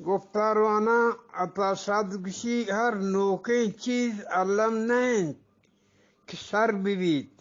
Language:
Eastern Balochi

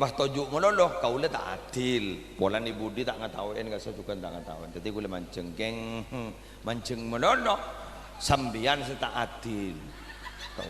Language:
Madurese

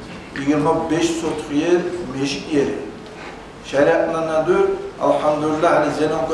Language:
Kumyk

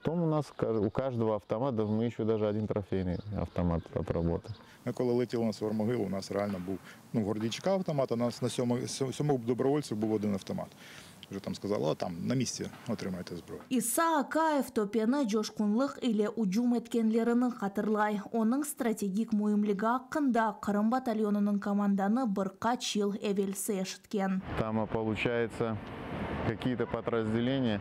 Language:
Crimean Tatar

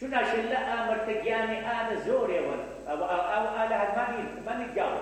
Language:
Mesopotamian Arabic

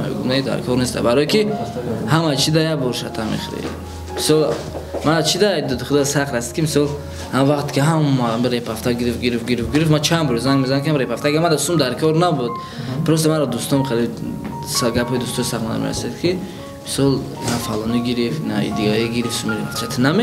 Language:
Tajik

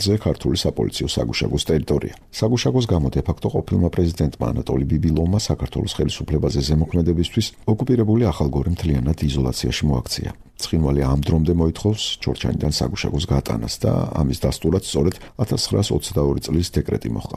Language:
Georgian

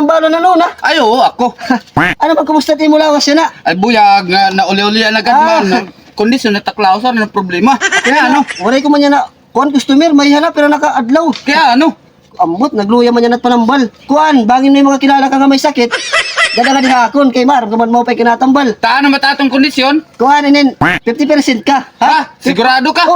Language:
Waray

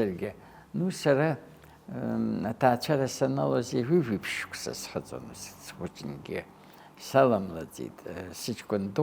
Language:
Abkhazian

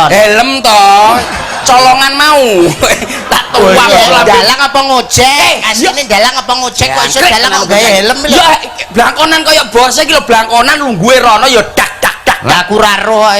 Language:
Javanese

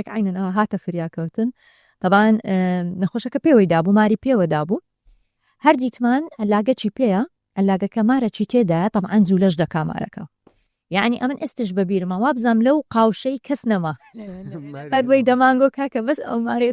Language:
Central Kurdish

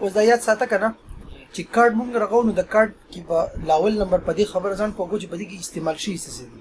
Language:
Pashto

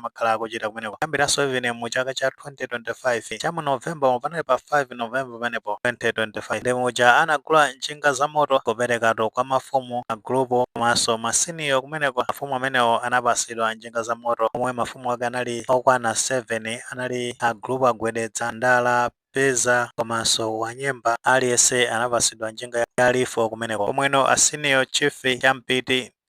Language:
Nyanja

